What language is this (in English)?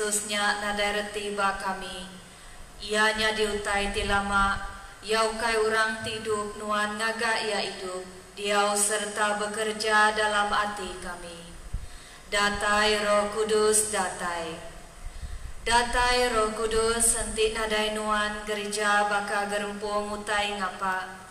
Iban